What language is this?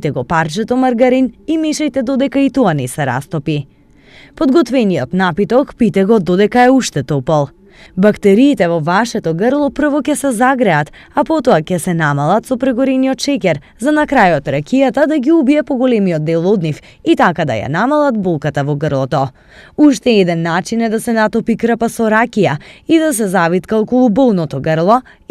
Macedonian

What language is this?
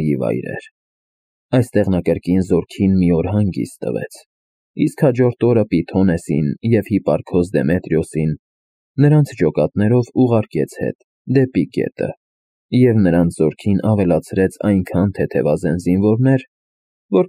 Armenian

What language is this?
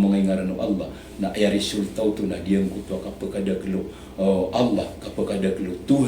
Maranao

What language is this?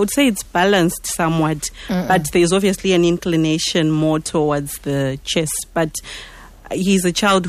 English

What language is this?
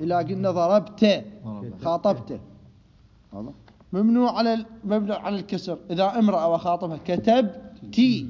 Mesopotamian Arabic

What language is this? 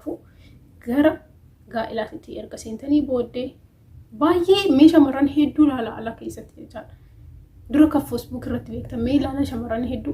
Oromo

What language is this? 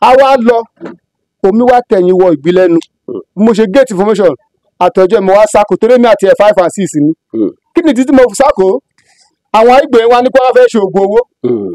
Yoruba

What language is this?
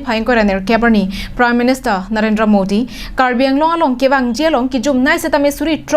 Karbi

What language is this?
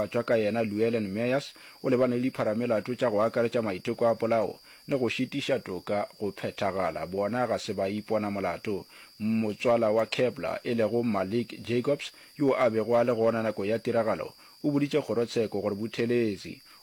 Northern Sotho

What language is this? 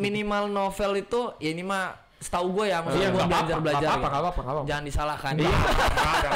Indonesian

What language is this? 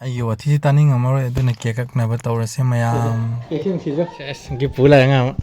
Manipuri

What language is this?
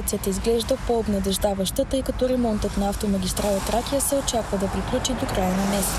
Bulgarian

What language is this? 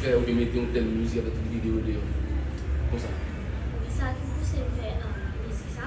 Haitian Creole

